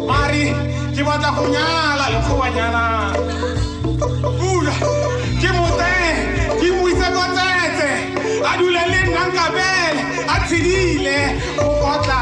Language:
Tswana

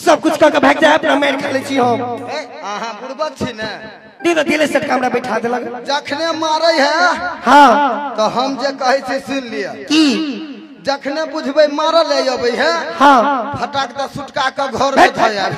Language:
Maithili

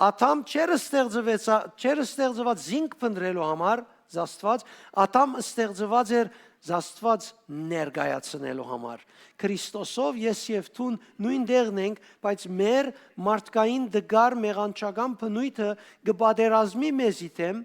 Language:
Western Armenian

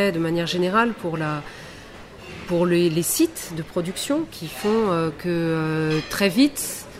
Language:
French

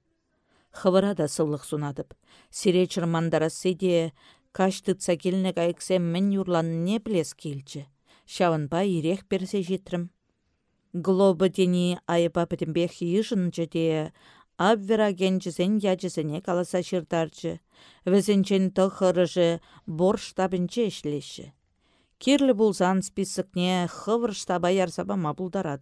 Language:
Chuvash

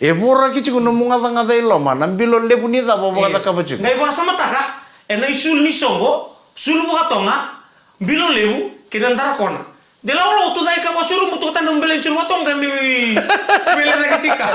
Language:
Fijian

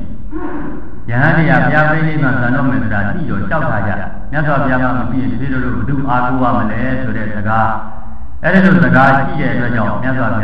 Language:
Burmese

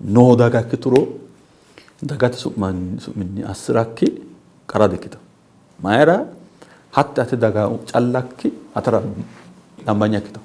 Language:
Sidamo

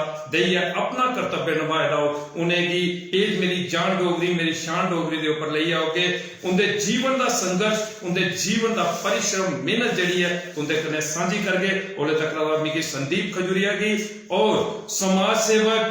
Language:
Dogri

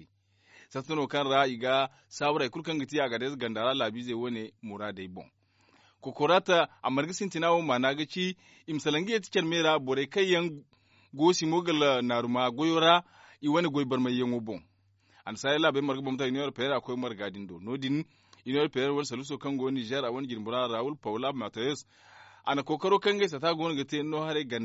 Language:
Zarma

